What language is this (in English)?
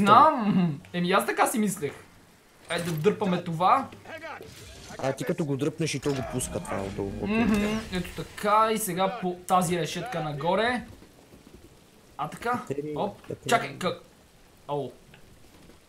Bulgarian